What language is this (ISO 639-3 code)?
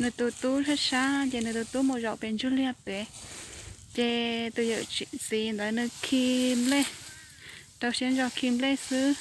hmn